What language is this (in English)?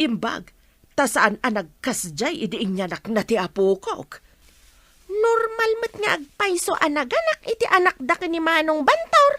Iloko